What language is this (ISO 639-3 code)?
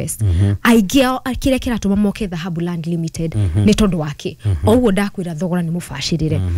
kik